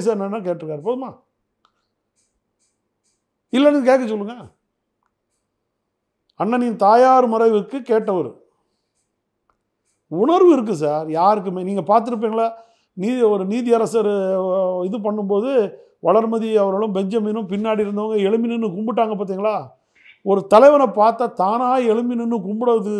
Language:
Tamil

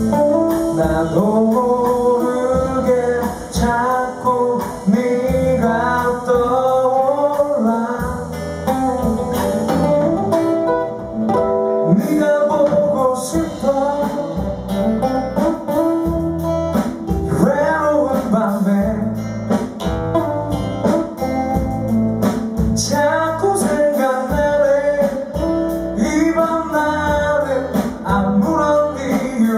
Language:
Korean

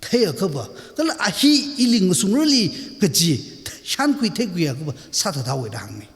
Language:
Tangkhul Naga (India)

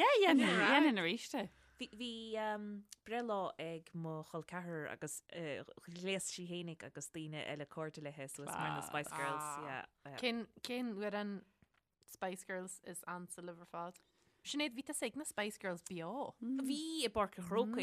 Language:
Irish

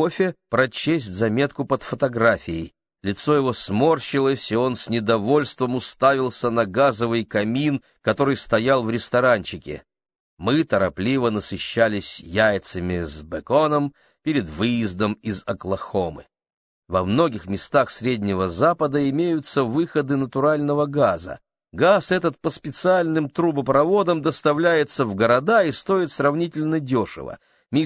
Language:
Russian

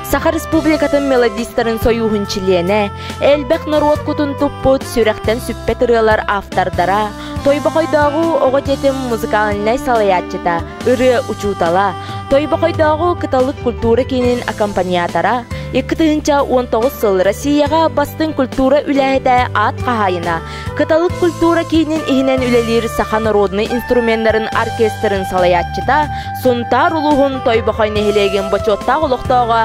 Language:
Yakut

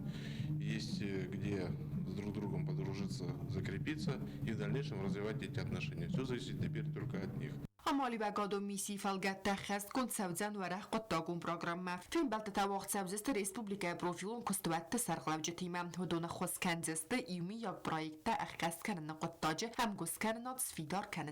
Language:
Ossetic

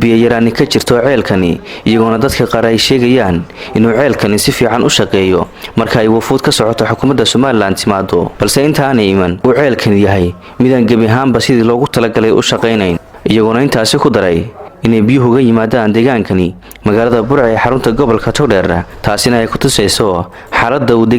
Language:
Somali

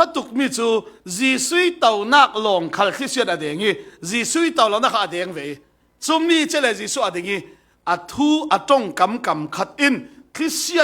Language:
Falam Chin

